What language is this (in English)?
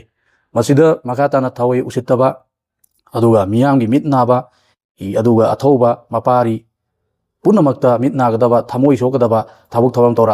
Manipuri